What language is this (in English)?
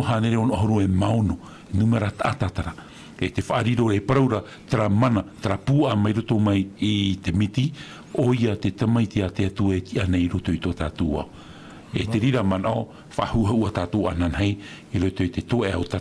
Tahitian